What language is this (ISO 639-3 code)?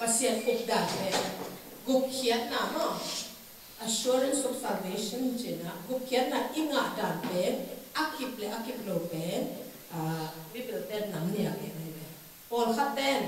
ctd